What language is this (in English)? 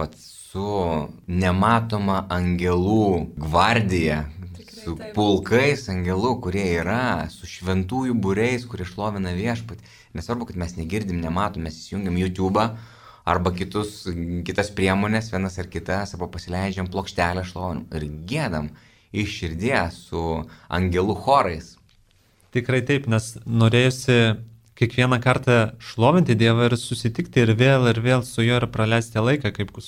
Lithuanian